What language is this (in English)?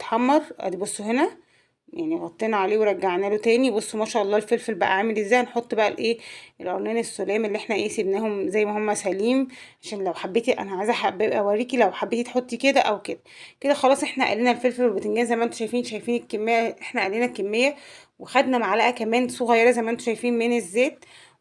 Egyptian Arabic